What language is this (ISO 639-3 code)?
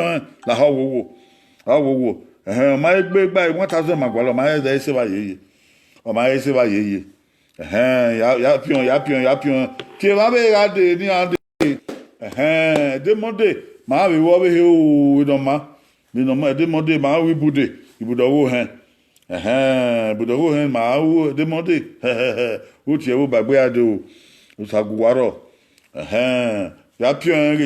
bin